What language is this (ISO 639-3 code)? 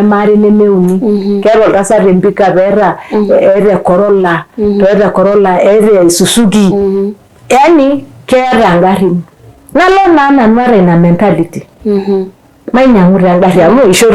mas